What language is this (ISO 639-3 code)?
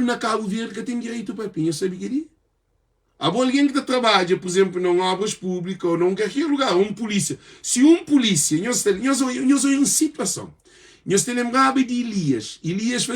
kea